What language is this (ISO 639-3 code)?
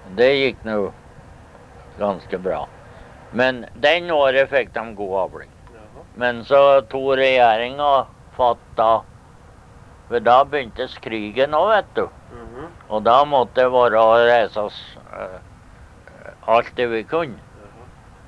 nor